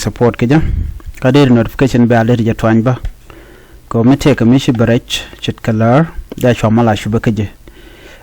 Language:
Nuer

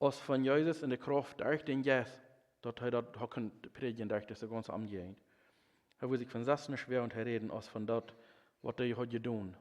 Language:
Plautdietsch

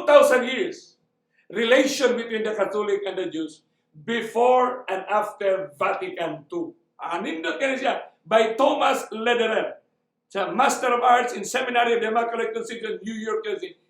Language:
Cebuano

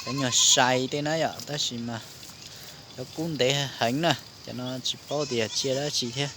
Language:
Hmong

